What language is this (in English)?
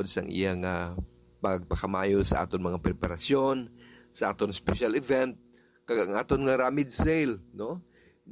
Hiligaynon